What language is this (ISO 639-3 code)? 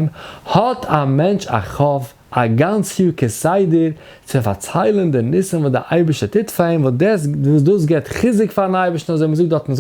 yid